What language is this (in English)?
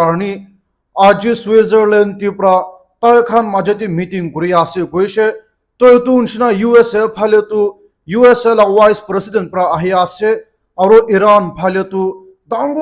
Naga Pidgin